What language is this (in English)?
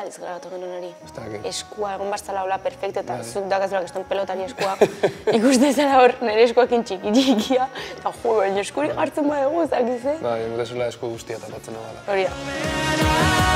Basque